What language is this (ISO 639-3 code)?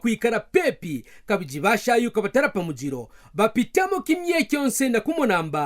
kqn